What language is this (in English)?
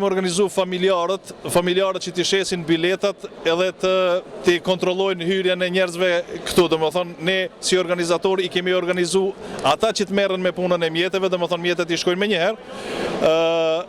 Albanian